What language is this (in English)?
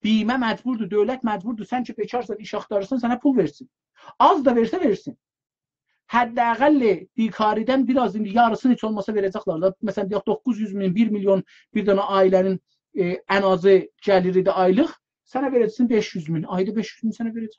South Azerbaijani